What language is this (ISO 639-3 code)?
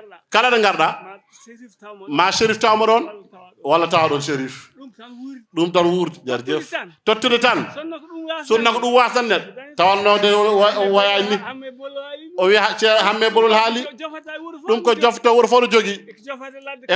ful